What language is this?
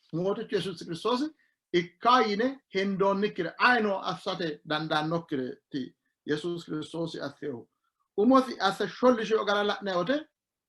Sidamo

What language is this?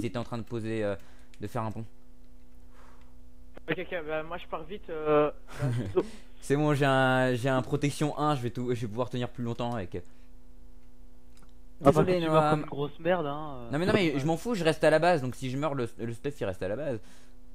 French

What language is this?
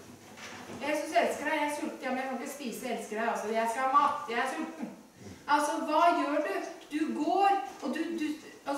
Norwegian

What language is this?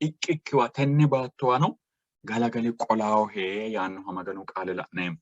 Sidamo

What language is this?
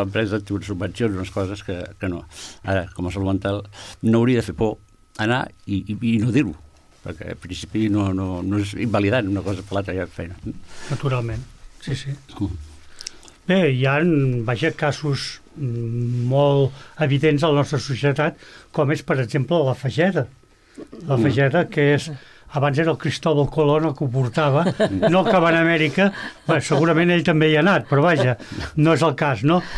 Catalan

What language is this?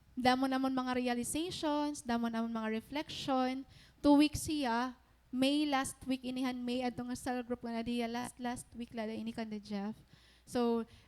Waray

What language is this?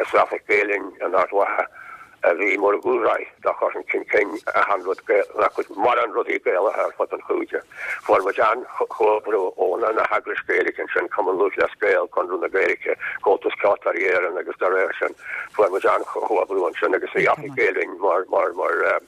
Irish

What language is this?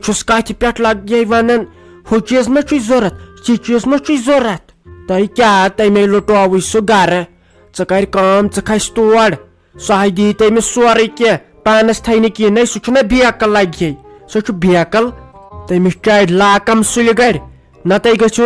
Kashmiri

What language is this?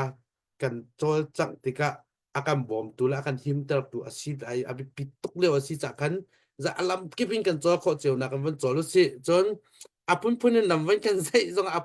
Hakha Chin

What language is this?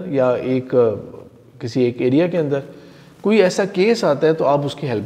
Urdu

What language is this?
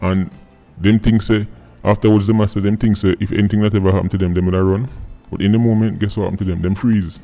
Jamaican Creole English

